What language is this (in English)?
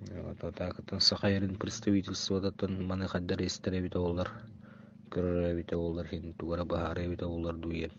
Yakut